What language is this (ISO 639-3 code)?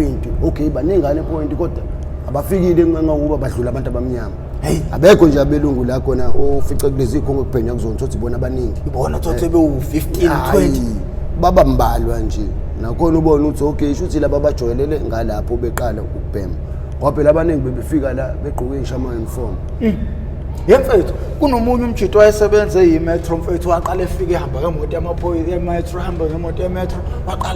zul